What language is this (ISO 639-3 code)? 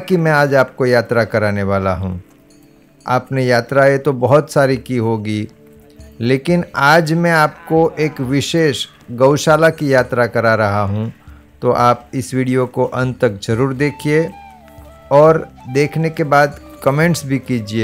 hin